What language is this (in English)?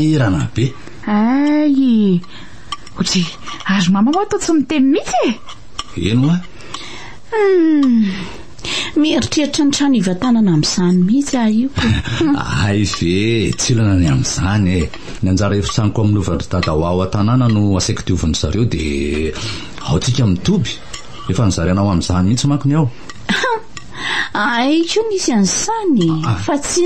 Malagasy